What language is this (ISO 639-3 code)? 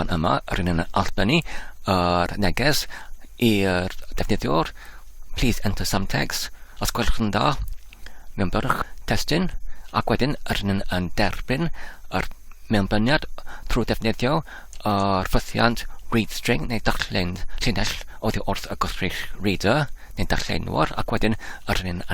cym